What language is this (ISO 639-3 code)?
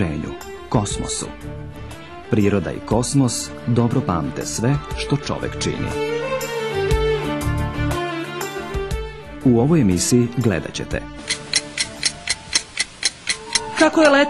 srp